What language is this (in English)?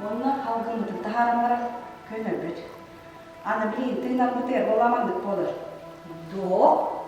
Yakut